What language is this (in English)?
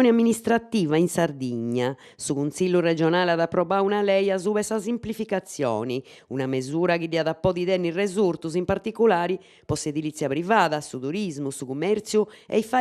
Sardinian